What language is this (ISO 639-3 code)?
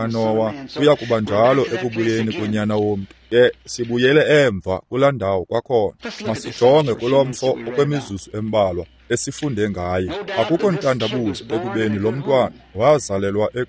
xho